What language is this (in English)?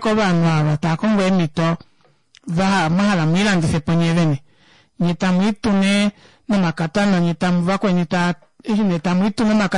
Kuanyama